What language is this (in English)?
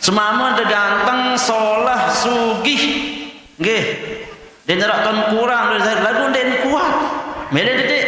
Sasak